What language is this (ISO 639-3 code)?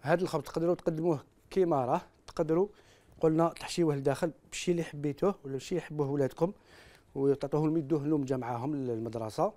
arq